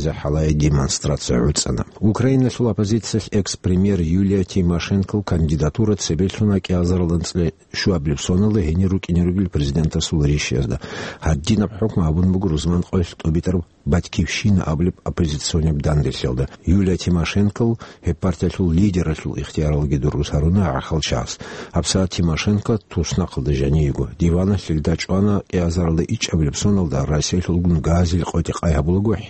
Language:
Avaric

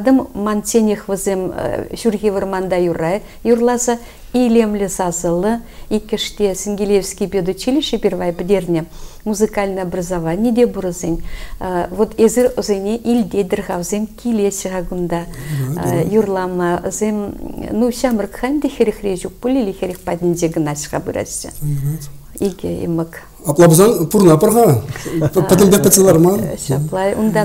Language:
Chuvash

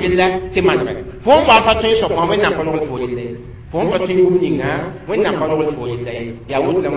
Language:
Mossi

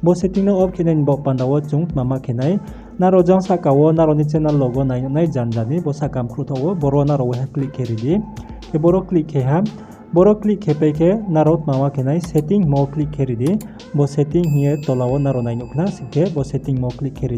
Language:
Riang (India)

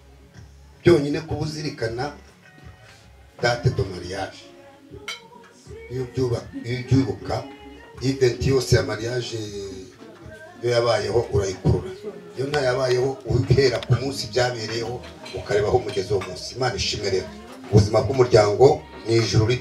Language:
Kinyarwanda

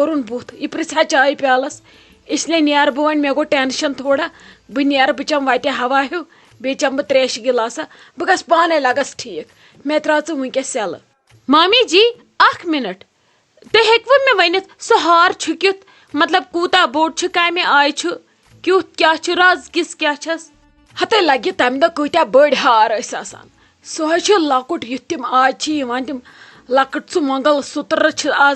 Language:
Kashmiri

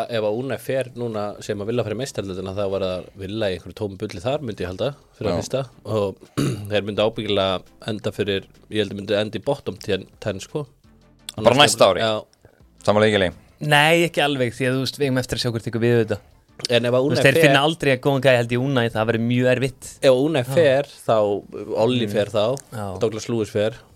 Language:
Icelandic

